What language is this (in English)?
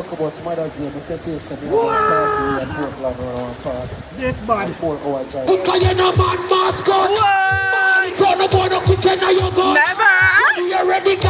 Jamaican Creole English